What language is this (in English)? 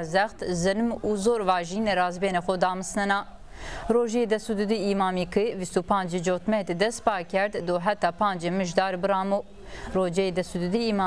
Zaza